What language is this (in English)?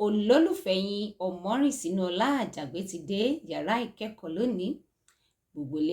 Yoruba